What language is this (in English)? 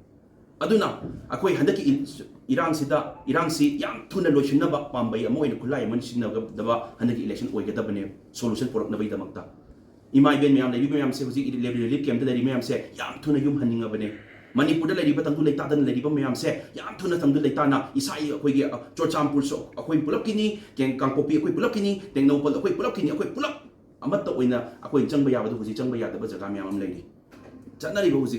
Manipuri